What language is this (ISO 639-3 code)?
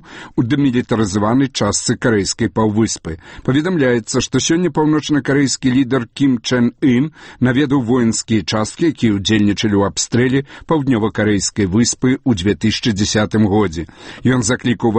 bel